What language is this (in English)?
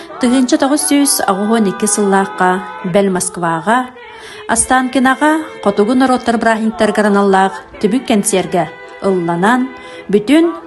Yakut